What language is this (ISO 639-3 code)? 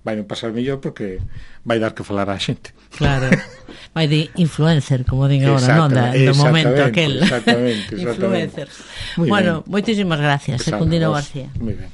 glg